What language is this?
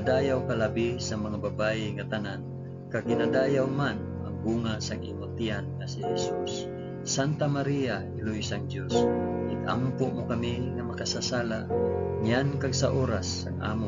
Hiligaynon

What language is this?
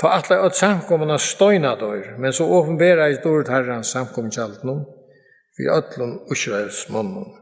Faroese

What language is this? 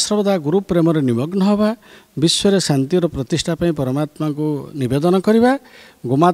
Odia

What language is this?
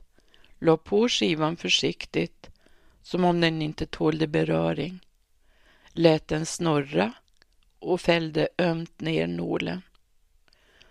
Swedish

